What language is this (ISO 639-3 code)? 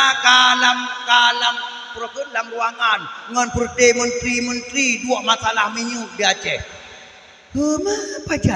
ace